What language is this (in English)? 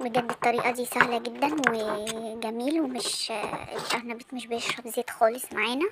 Egyptian Arabic